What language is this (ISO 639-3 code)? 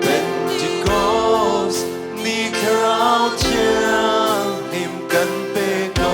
cnh